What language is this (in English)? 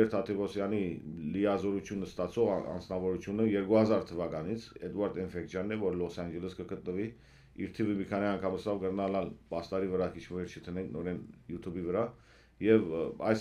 Armenian